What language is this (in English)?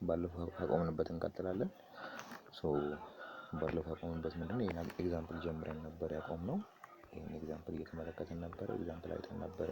Amharic